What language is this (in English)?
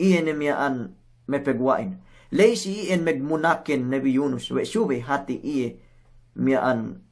Yakan